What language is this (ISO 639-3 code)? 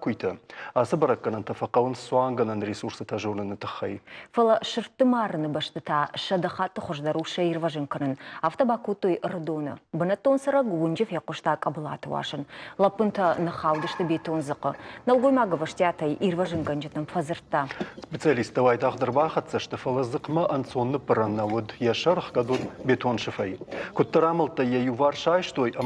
oss